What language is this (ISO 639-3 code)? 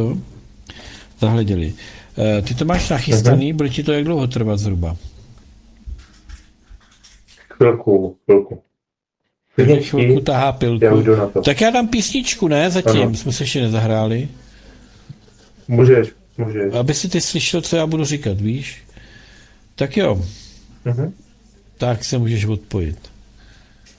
ces